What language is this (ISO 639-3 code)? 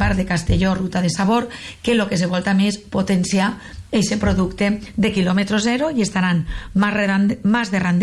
cat